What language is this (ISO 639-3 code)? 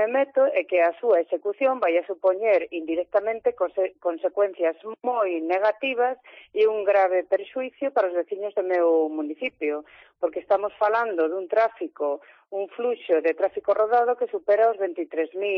glg